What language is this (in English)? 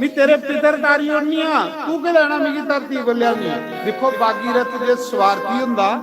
Dogri